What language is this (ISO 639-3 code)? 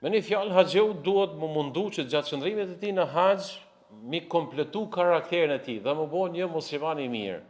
sqi